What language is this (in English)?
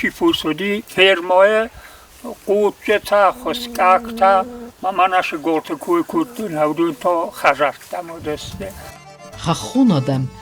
Ossetic